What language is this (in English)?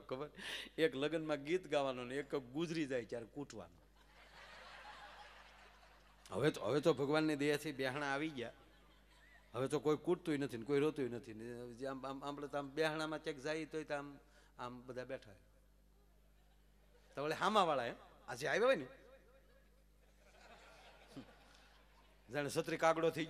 Gujarati